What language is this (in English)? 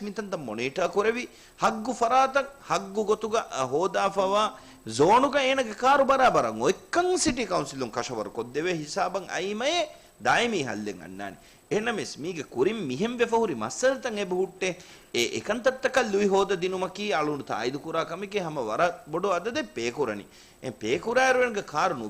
Divehi